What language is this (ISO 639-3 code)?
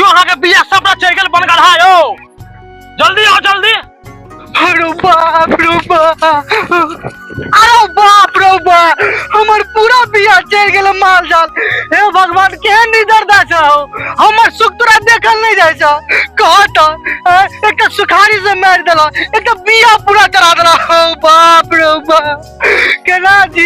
mai